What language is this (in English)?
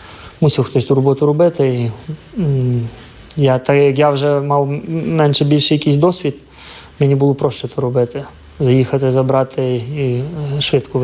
Ukrainian